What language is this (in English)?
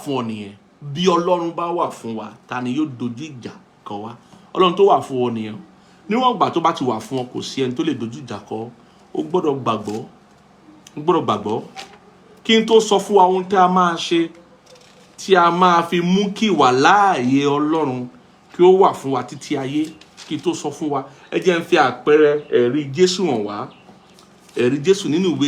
Yoruba